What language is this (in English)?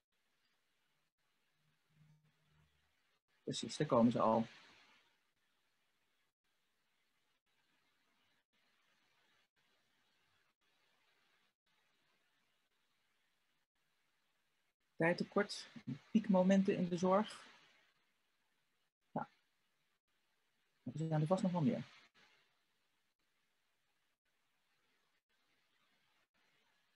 Dutch